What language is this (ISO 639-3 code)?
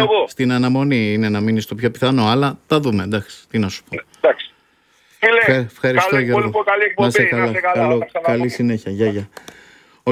ell